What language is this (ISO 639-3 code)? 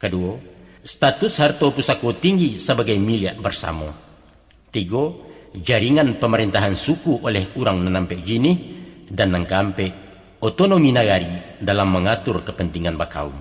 min